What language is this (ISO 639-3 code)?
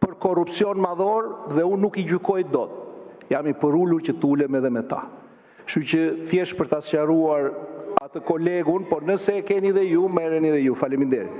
sqi